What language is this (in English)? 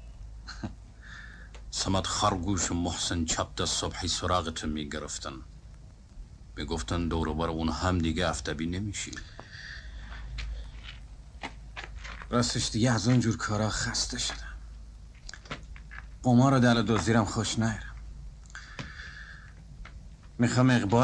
Persian